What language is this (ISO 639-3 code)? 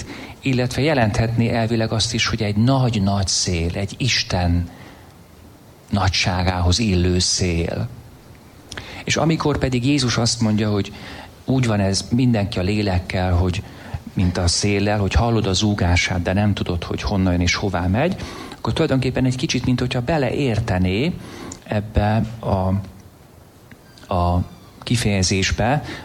hun